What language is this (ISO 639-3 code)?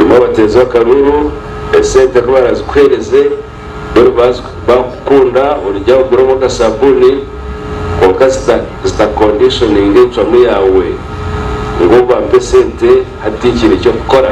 nyn